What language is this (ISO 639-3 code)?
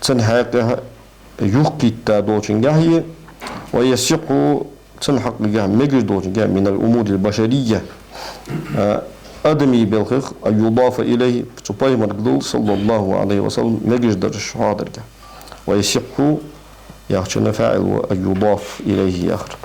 inh